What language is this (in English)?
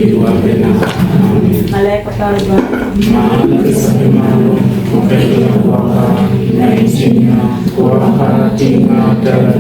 Acoli